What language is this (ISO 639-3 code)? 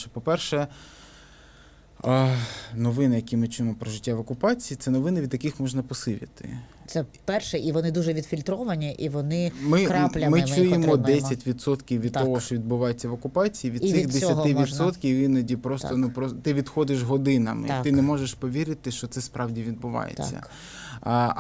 ukr